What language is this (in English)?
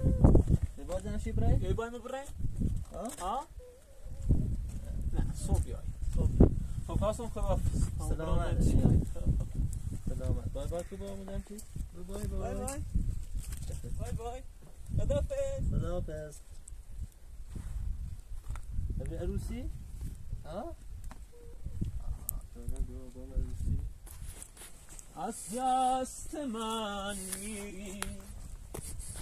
Persian